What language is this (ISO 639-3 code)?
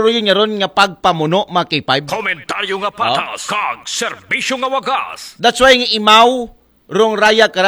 akl